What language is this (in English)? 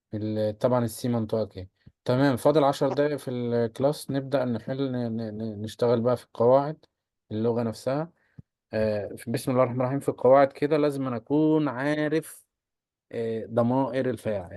Egyptian Arabic